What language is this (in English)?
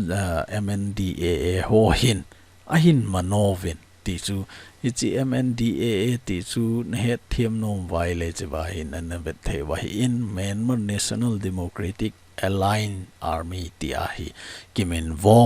Thado Chin